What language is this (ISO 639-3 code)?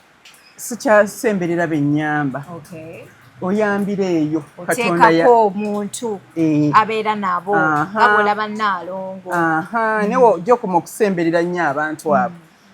lug